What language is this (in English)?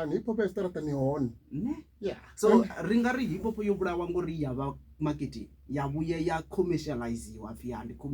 Venda